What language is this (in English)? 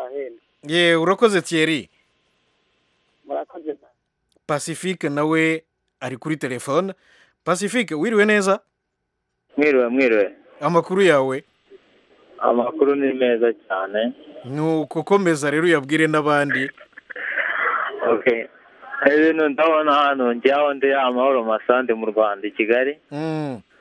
Kinyarwanda